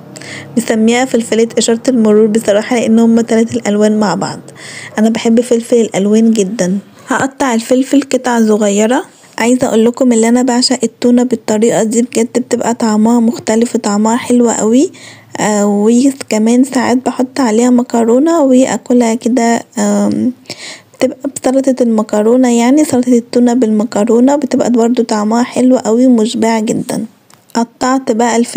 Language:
Egyptian Arabic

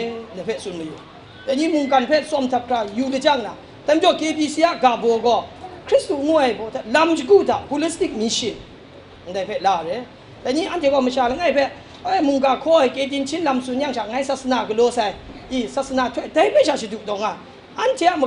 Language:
Kachin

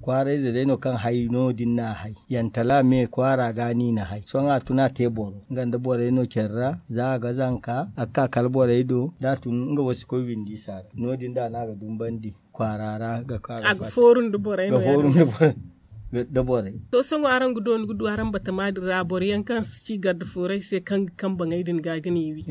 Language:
Zarma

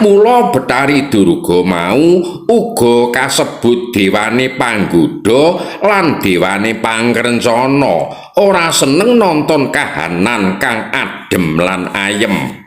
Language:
Javanese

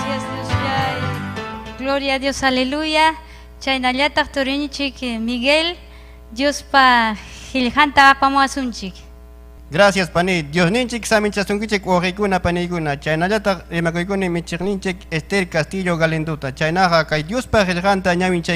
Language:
Ayacucho Quechua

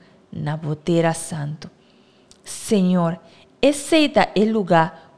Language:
Papiamento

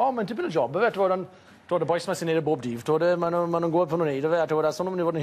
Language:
Welsh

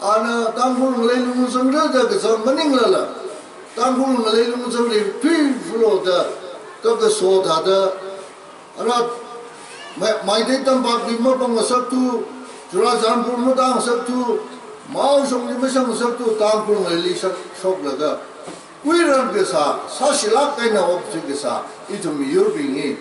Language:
Tangkhul Naga (India)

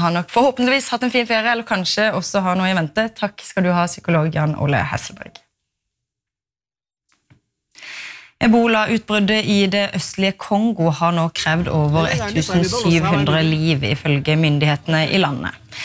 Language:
Norwegian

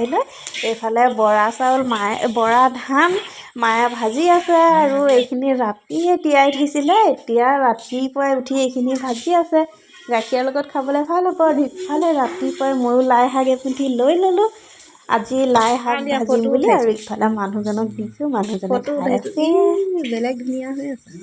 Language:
Assamese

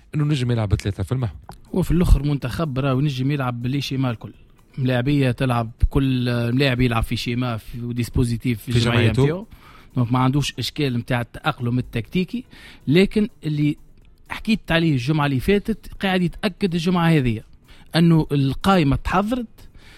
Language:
Tunisian Arabic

